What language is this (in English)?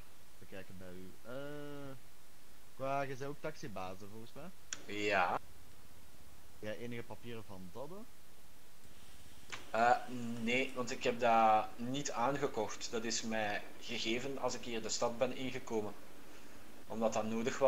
Dutch